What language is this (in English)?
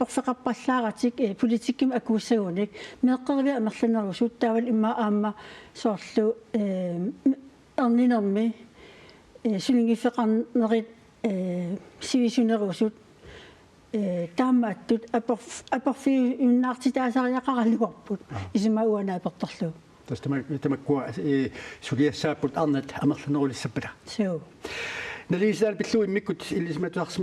Kalaallisut